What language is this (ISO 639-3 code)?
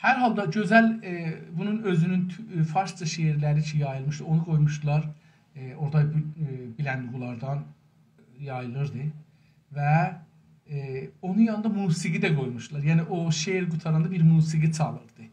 azb